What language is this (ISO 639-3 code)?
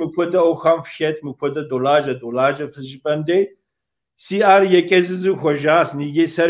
kbd